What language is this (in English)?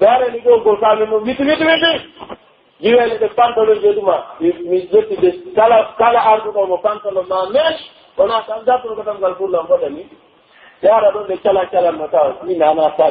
Pular